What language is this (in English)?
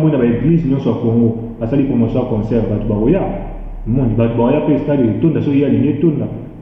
Lingala